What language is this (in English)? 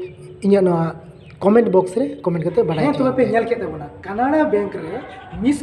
Santali